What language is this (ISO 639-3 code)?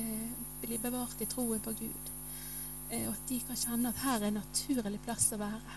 nor